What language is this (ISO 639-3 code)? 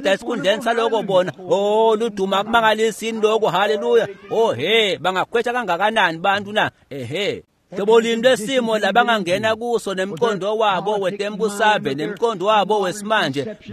ssw